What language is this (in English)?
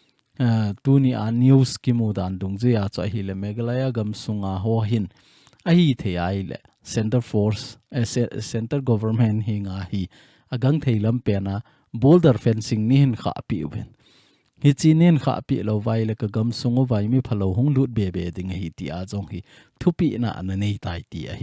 Thado Chin